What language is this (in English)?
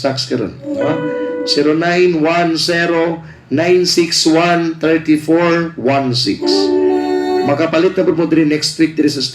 Cebuano